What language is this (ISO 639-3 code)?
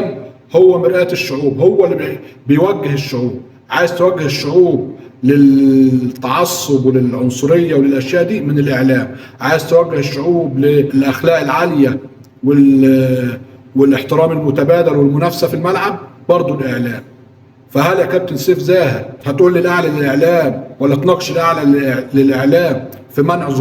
arz